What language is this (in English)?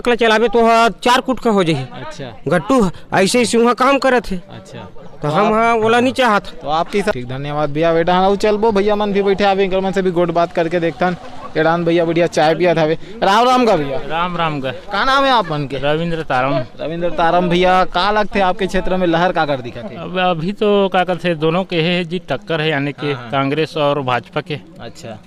Chhattisgarhi